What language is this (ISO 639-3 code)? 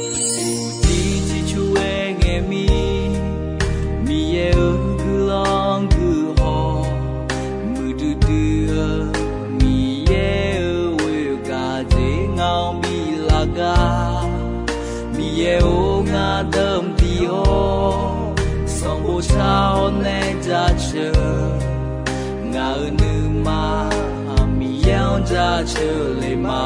ahk